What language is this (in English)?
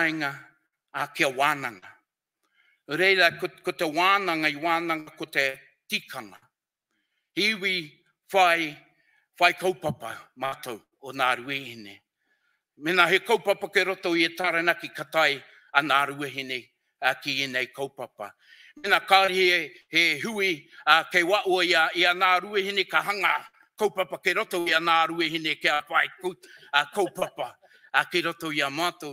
Māori